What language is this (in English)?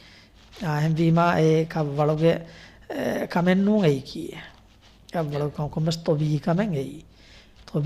Divehi